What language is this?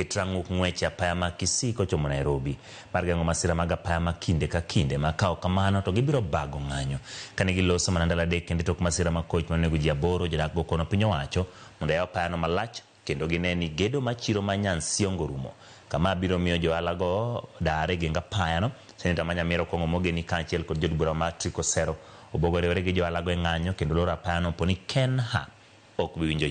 Luo (Kenya and Tanzania)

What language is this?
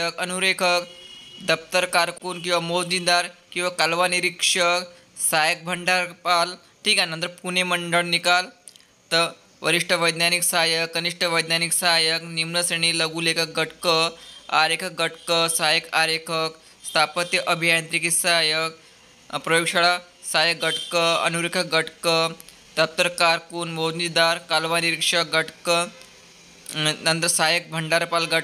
Marathi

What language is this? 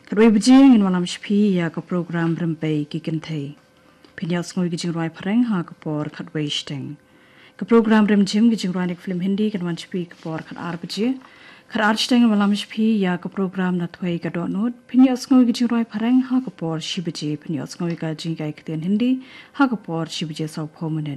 Khasi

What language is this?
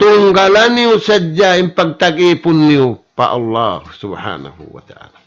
Tausug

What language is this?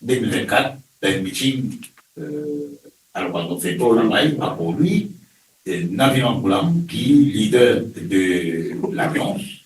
Morisyen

